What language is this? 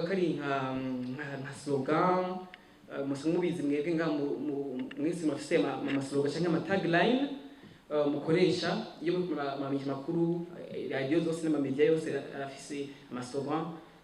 Rundi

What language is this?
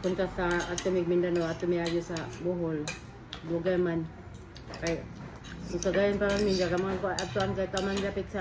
Cebuano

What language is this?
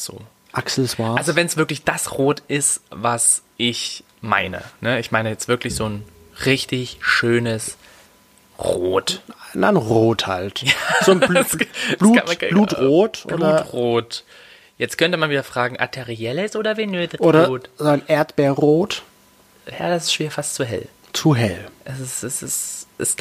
German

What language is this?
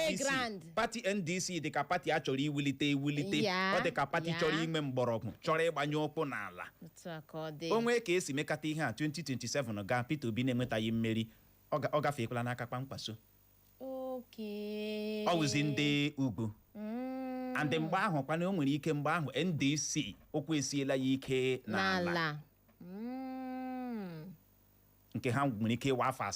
Igbo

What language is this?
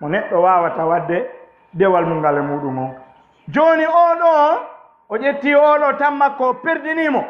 Fula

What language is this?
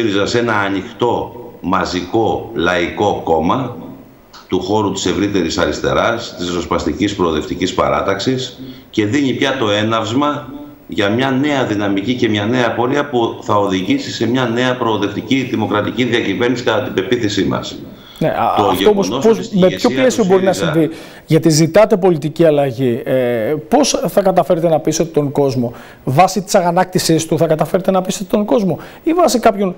Greek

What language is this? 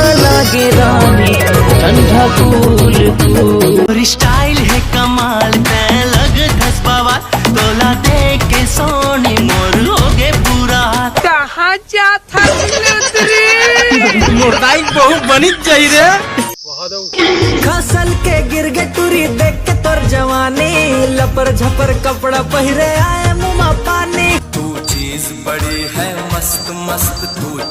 Chhattisgarhi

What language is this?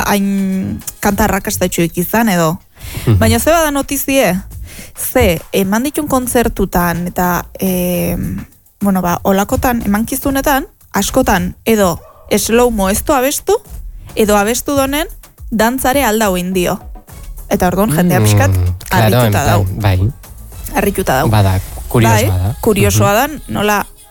Basque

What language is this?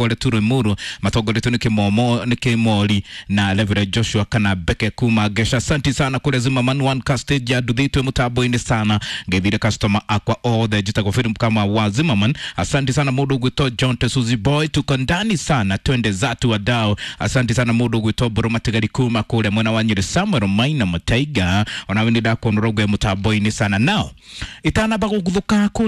Kikuyu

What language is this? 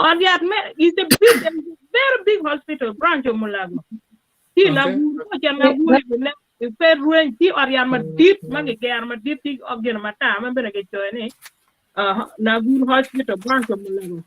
Acoli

